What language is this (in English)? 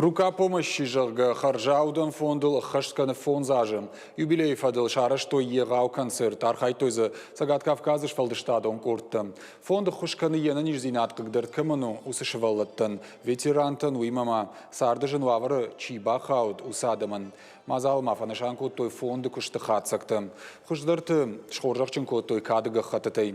Ossetic